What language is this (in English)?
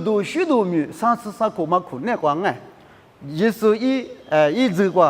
Lisu